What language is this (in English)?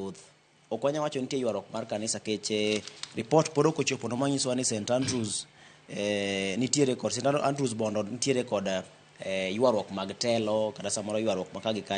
Luo (Kenya and Tanzania)